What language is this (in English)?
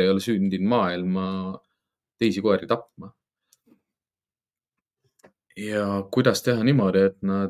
Estonian